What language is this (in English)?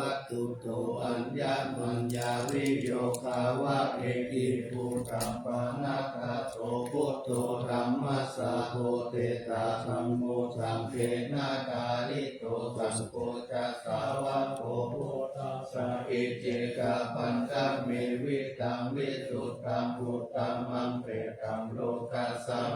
Pali